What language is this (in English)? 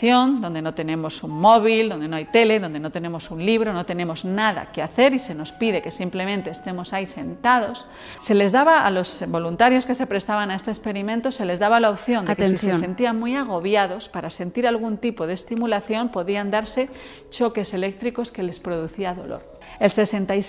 Spanish